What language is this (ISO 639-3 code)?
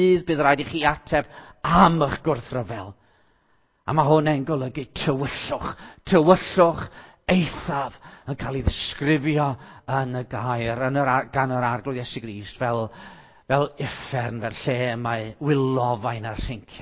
cym